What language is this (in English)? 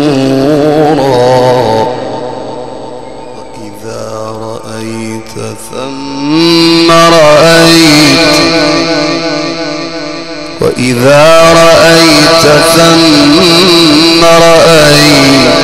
Arabic